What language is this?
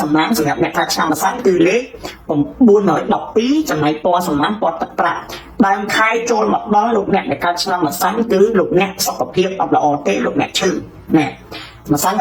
Khmer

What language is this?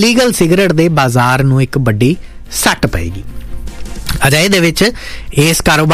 Punjabi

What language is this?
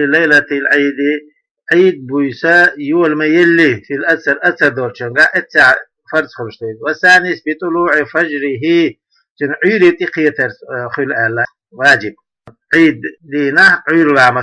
Chechen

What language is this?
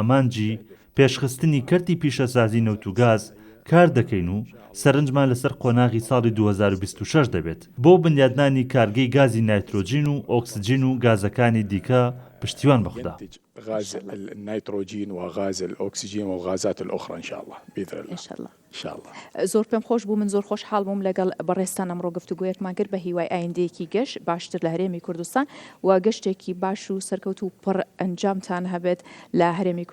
Central Kurdish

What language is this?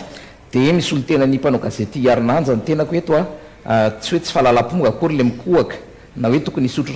Malagasy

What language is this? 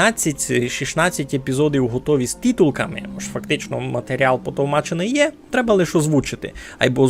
Rusyn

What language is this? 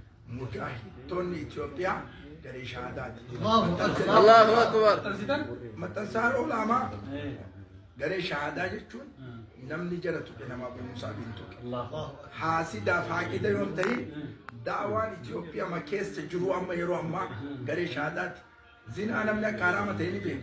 Oromo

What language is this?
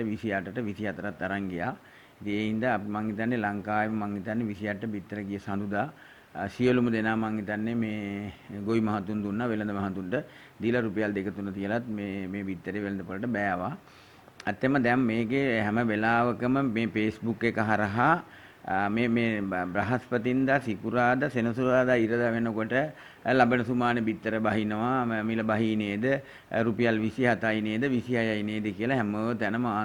Sinhala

